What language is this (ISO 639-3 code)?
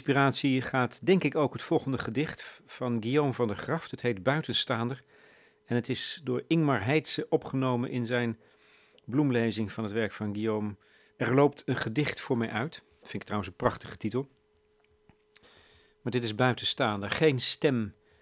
nld